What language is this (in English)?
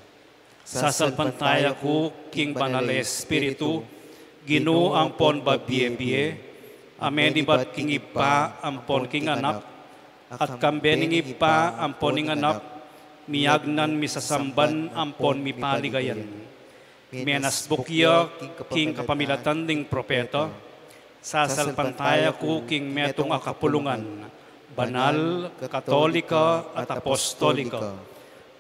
Pampanga